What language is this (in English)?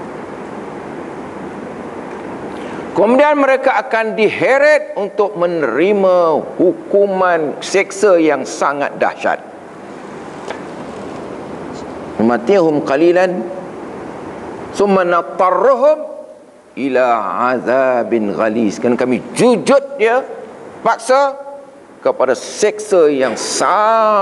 Malay